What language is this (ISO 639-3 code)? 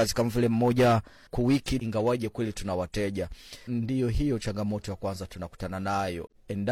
swa